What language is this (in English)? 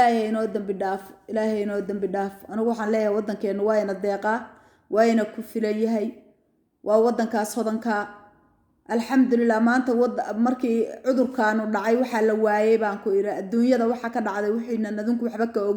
Somali